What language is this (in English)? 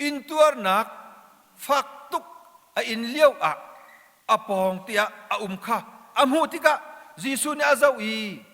Hakha Chin